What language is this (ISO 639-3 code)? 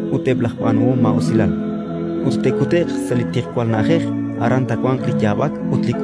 kek